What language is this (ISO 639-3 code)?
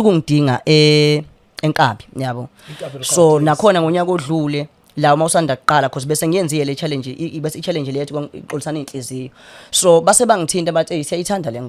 zul